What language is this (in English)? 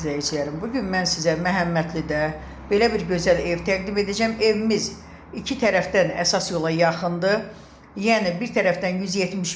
Azerbaijani